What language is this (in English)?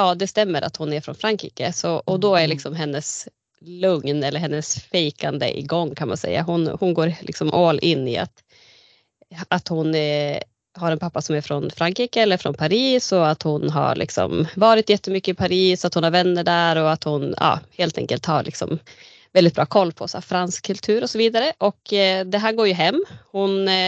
Swedish